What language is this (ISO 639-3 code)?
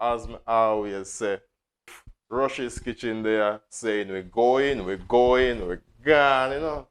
jam